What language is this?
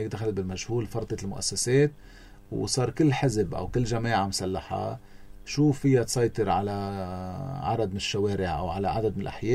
North Levantine Arabic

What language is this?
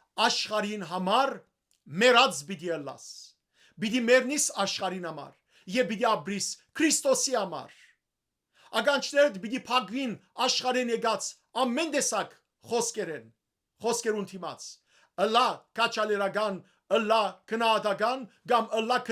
Western Armenian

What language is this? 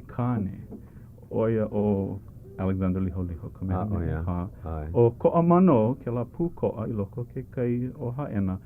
Hawaiian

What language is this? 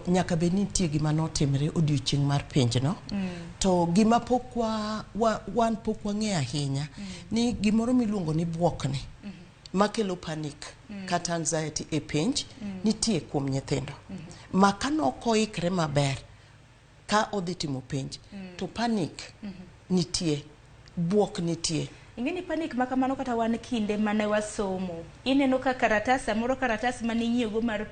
Luo (Kenya and Tanzania)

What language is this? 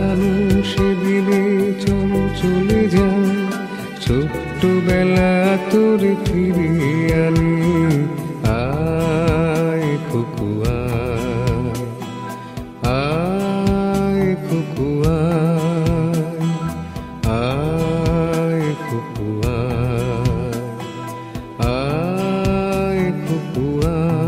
Bangla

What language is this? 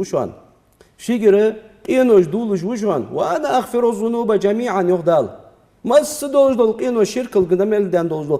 Ingush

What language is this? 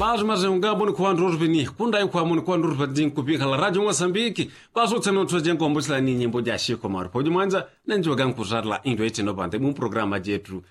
Yao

